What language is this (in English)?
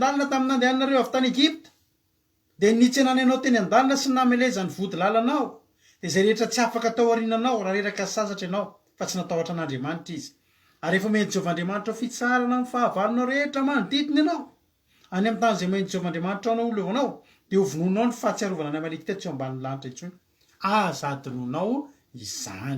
Malagasy